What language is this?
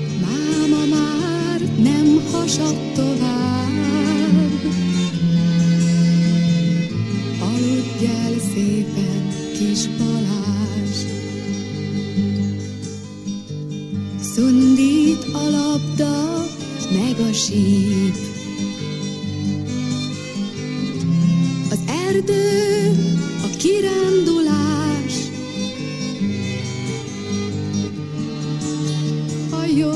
Hungarian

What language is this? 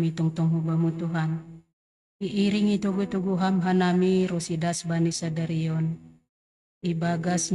Batak Simalungun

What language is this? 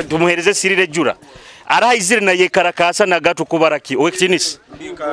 Nyoro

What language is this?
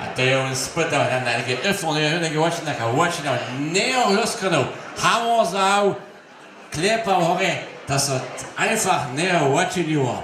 Upper Sorbian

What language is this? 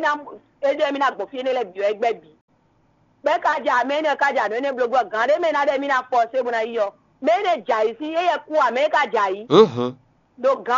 Fon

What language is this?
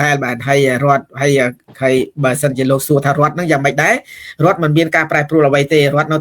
Khmer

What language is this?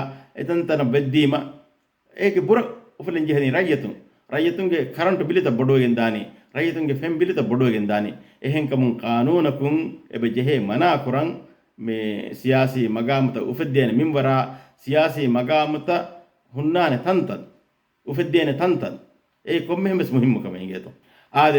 Divehi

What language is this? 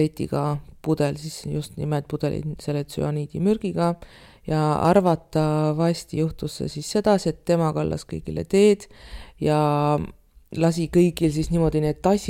Estonian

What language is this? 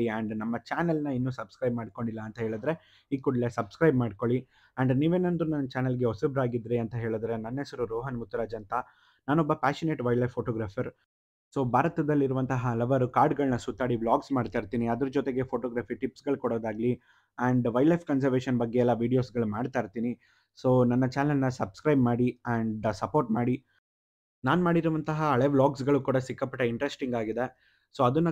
Kannada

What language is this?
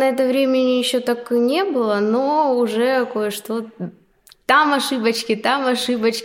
Russian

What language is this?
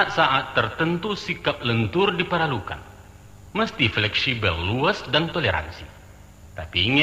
Minangkabau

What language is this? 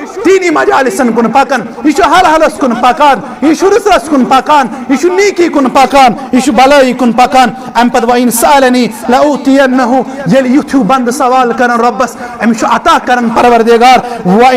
Kashmiri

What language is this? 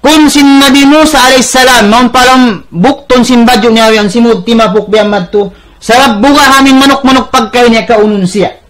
Tausug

